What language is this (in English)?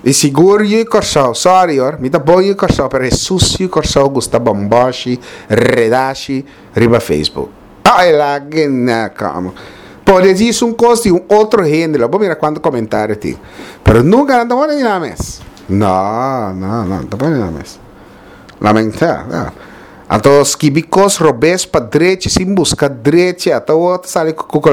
Papiamento